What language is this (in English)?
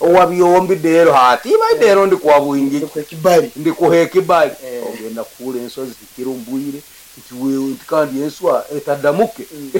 Nyoro